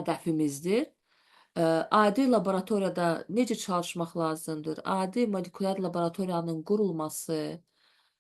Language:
Azerbaijani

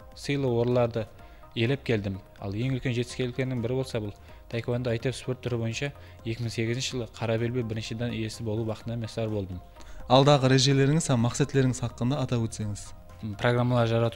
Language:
Kara-Kalpak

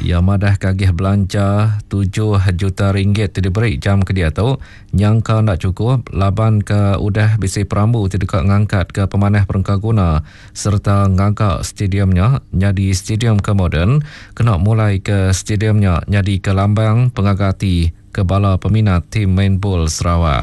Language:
Iban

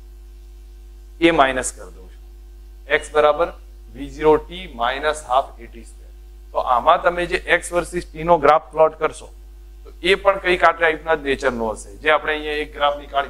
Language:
Gujarati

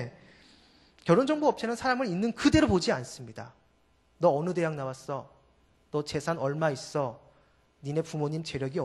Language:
Korean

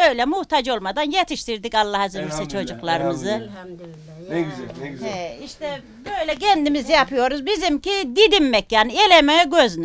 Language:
Turkish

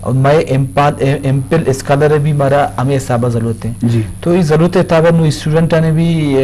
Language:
Eastern Balochi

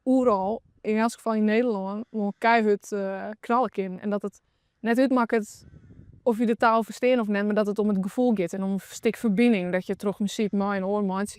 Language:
Western Frisian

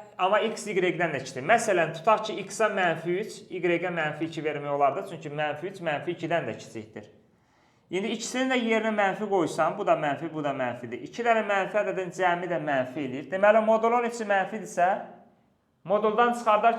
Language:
Azerbaijani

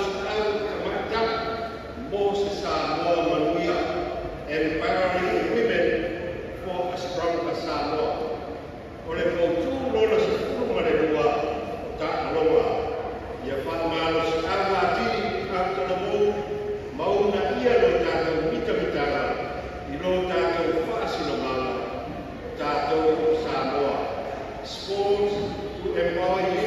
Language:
Samoan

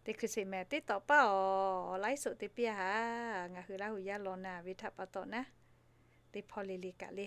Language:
Lahu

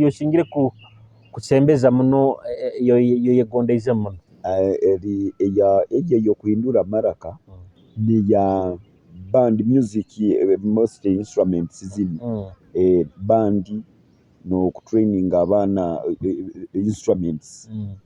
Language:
Nyoro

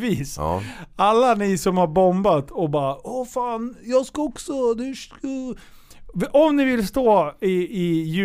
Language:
Swedish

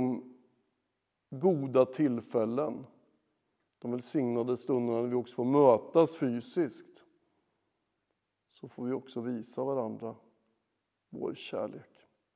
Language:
Swedish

